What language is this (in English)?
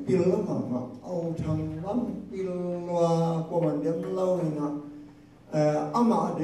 Tedim Chin